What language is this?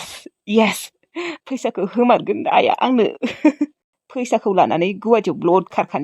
Bodo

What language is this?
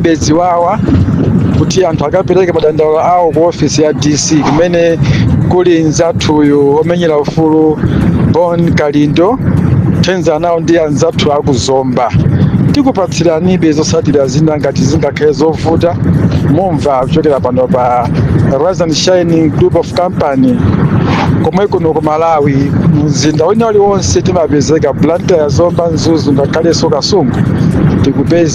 Nyanja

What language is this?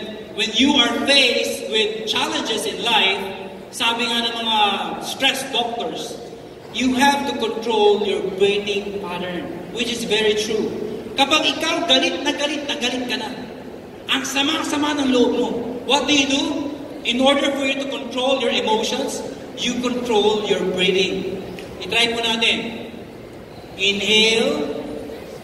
Filipino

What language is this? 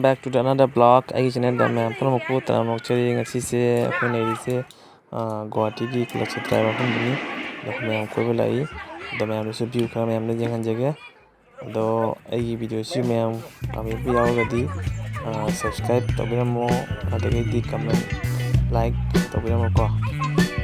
Manipuri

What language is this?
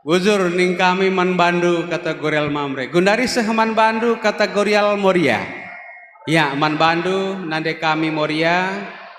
Batak Karo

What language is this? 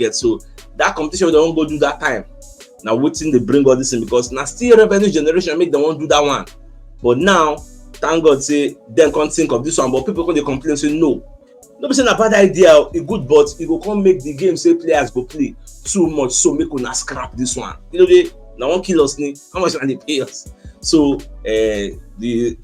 Nigerian Pidgin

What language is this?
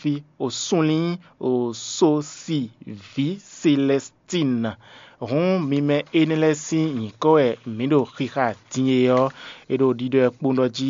Fon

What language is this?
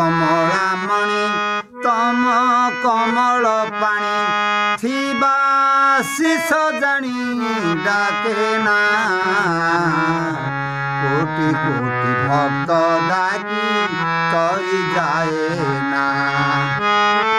Odia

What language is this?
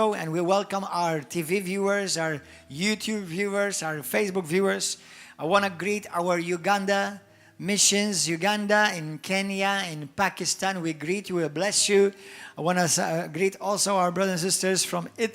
English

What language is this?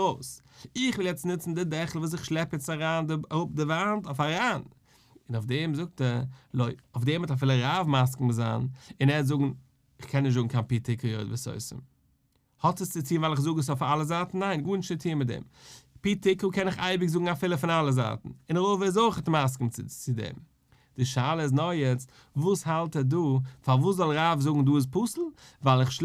Yiddish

